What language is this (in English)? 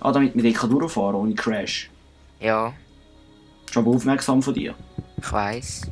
Swiss German